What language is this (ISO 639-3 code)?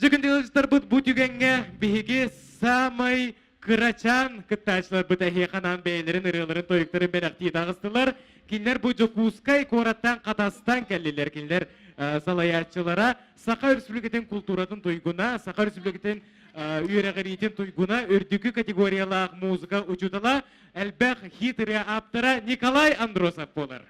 sah